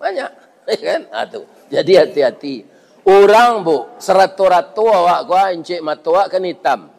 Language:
Minangkabau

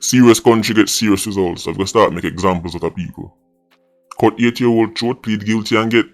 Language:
Jamaican Creole English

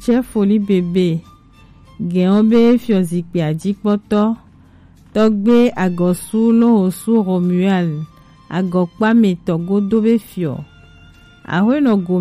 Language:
Gen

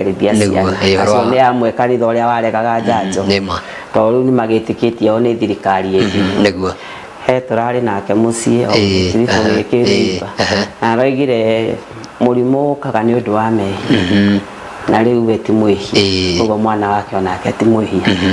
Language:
Kikuyu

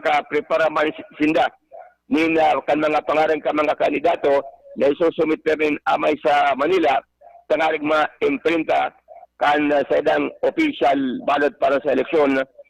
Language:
Bikol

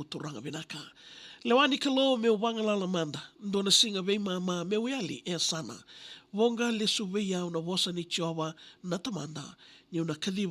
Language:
Fijian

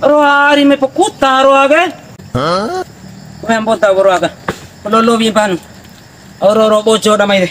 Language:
Bima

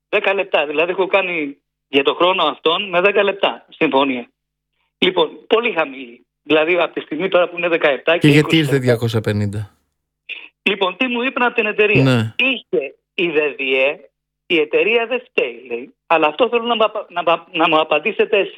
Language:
Greek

